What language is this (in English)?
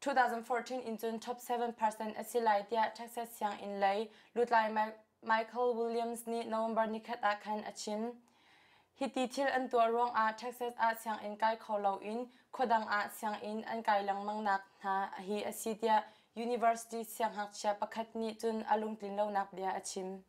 Hakha Chin